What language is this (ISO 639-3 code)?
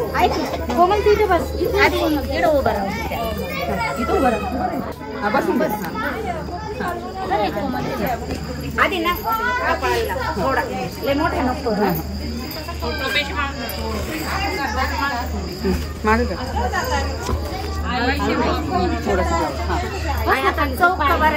mar